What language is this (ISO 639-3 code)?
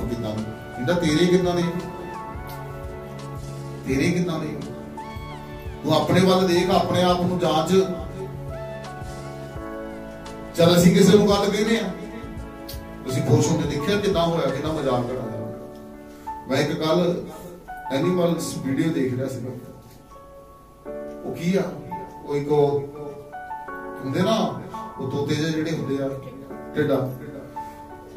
pan